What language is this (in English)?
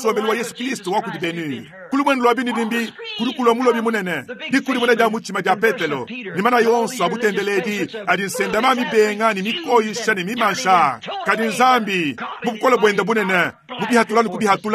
Luba-Lulua